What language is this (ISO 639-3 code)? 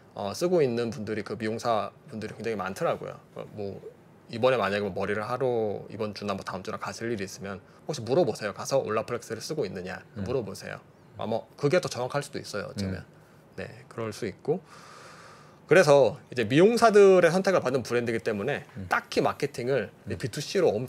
kor